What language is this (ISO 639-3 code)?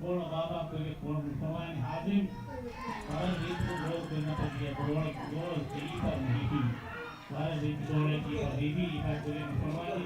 div